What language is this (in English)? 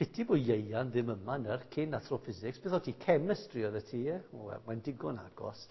Welsh